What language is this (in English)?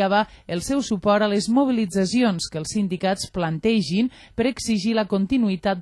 Catalan